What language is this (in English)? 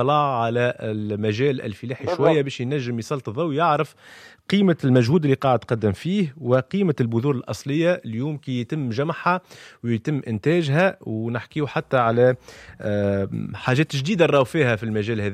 Tunisian Arabic